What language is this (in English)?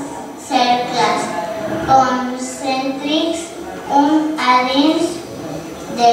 Catalan